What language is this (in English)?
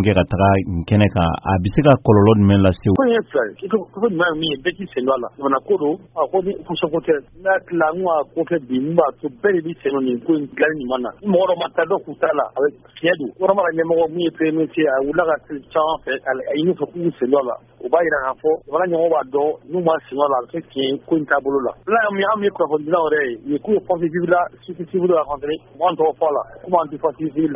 Bambara